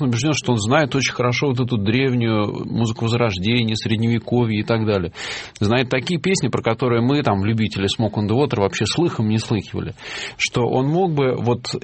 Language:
Russian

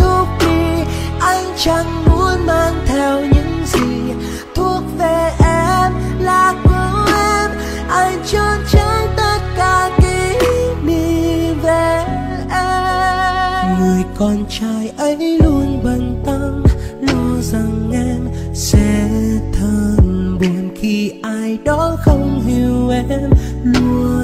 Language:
Vietnamese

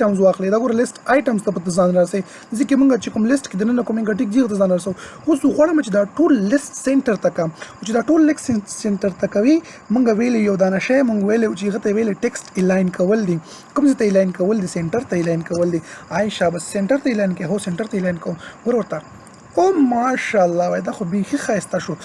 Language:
Pashto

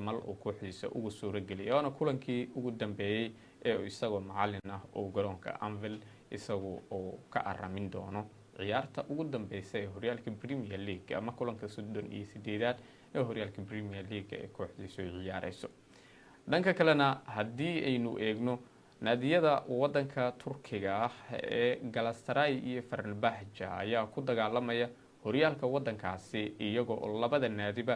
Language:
Somali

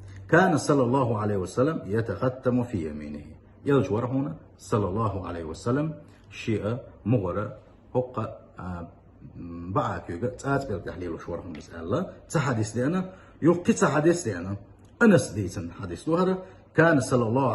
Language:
Chechen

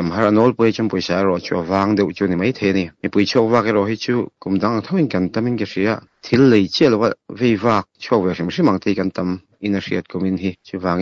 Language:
Mizo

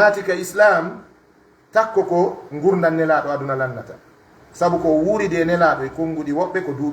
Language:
Pular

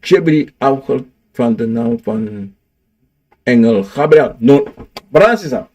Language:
Sranan Tongo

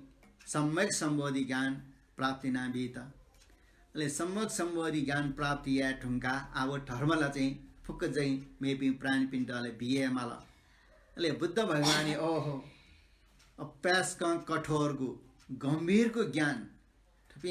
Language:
Newari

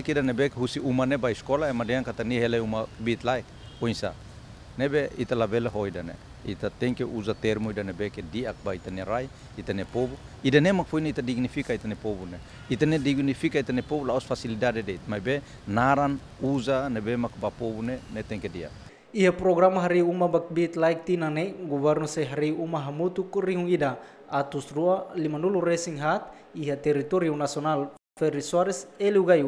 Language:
Tetum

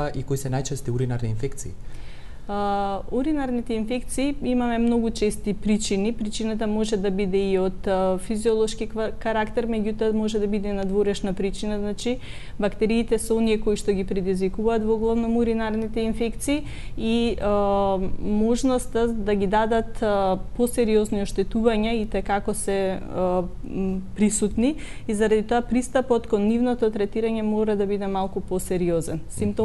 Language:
Macedonian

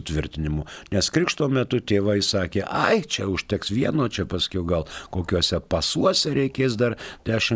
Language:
Lithuanian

